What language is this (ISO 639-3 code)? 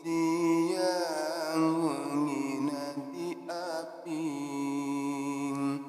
sun